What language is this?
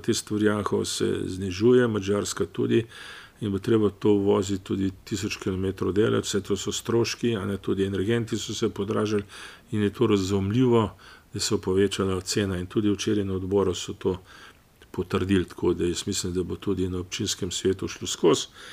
Slovenian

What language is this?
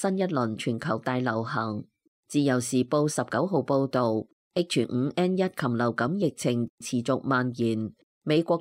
Cantonese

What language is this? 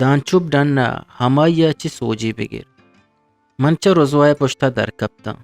Eastern Balochi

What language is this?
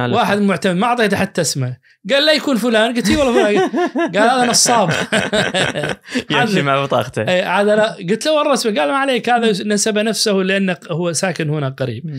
Najdi Arabic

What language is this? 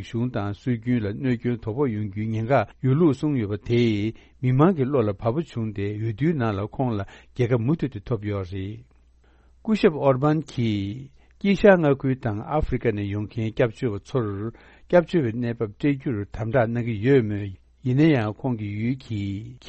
Tibetan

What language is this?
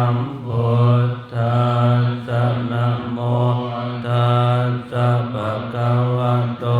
Pali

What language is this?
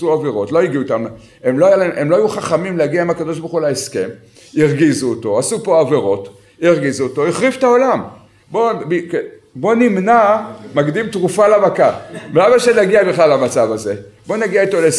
Hebrew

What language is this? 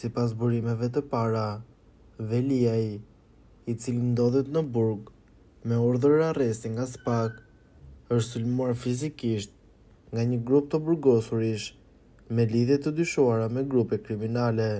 Albanian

